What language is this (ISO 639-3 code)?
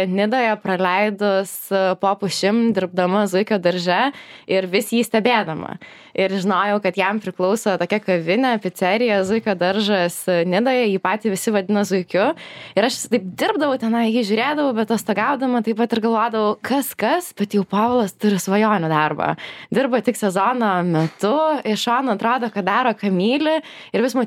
lit